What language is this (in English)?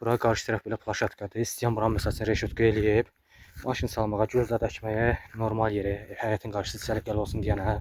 Azerbaijani